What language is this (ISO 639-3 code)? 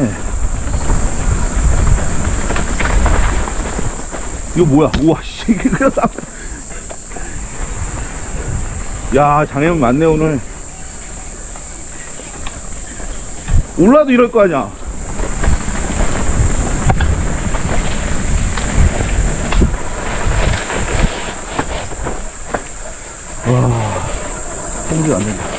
kor